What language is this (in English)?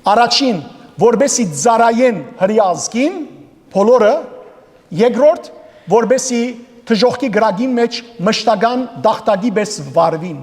Western Armenian